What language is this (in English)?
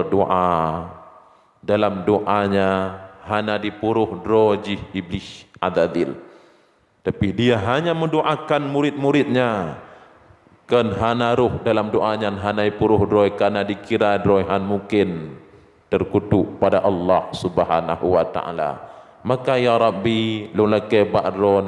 Achinese